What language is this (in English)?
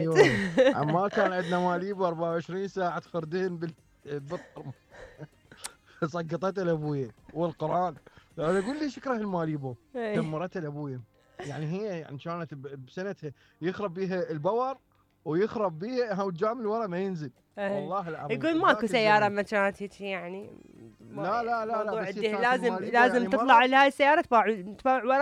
Mesopotamian Arabic